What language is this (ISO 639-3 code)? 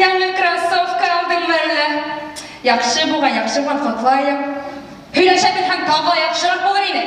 bak